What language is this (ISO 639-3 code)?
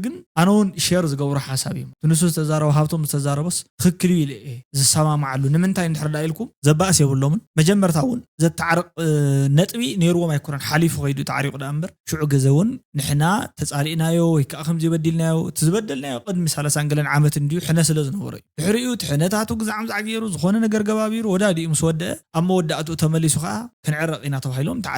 tir